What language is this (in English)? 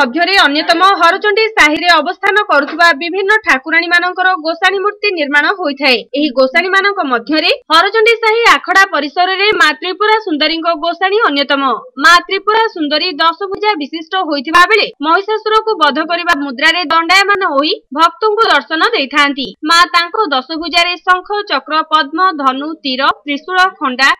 Odia